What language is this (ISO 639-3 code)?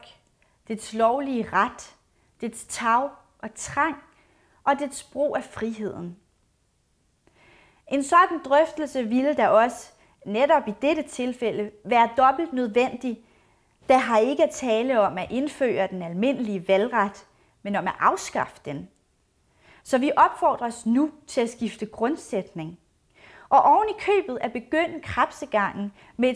dan